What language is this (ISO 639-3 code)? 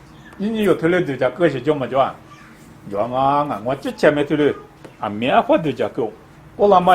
lis